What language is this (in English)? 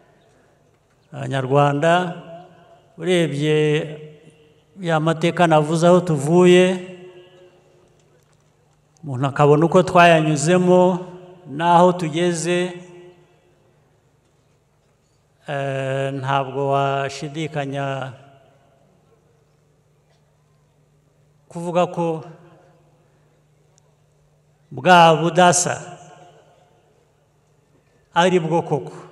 Kinyarwanda